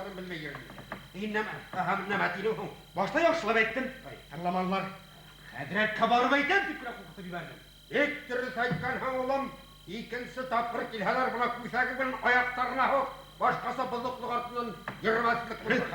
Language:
Bashkir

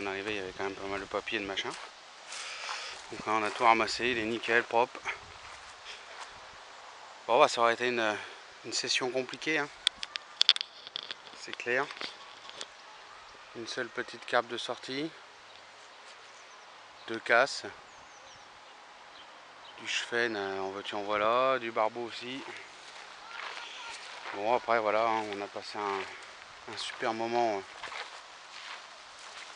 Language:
French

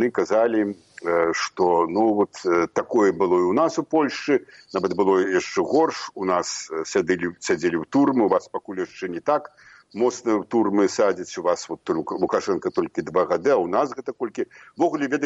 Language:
Belarusian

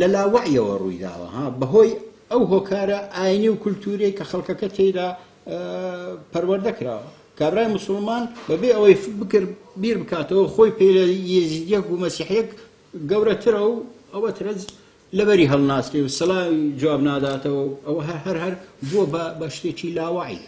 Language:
Central Kurdish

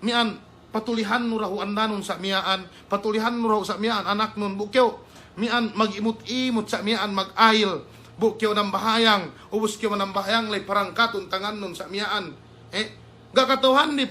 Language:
Yakan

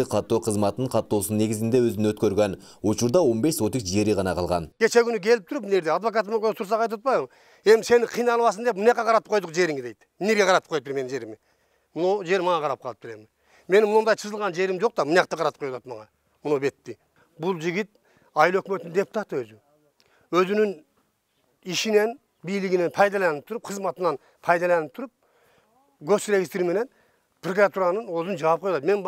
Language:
Kyrgyz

